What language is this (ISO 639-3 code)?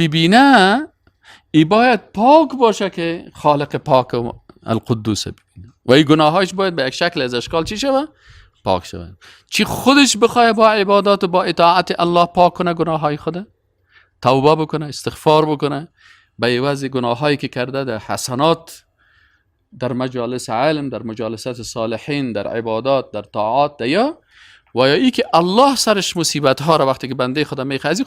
fas